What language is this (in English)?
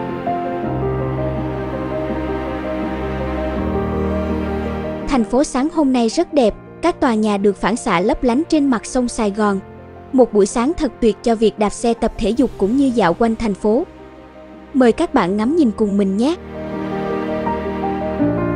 Vietnamese